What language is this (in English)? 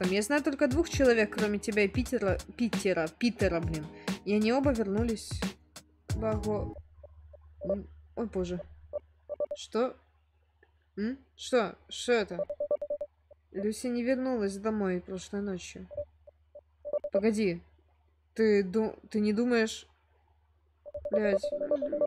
Russian